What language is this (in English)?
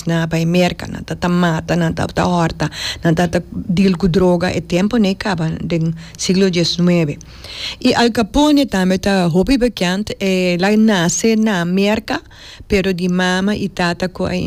Papiamento